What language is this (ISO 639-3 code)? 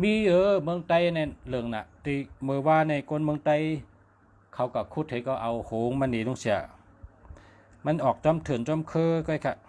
shn